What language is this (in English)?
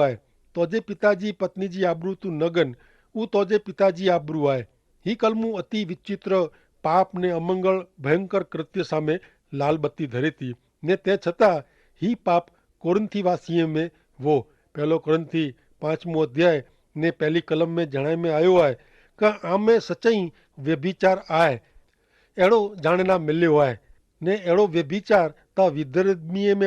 Kachhi